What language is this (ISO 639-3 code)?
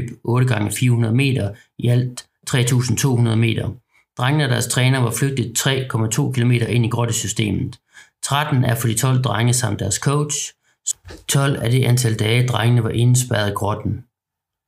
dan